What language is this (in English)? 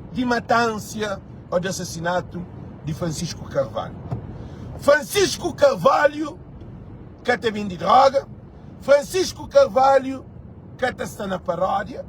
Kabuverdianu